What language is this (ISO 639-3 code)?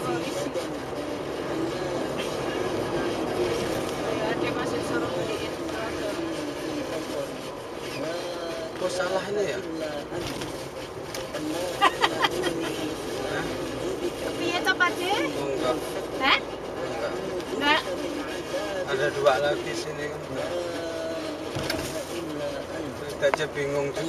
ind